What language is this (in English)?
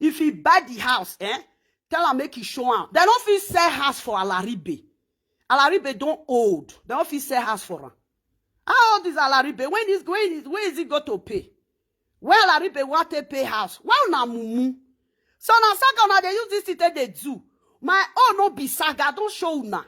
Nigerian Pidgin